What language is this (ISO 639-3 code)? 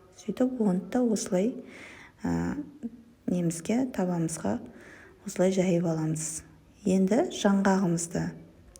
kaz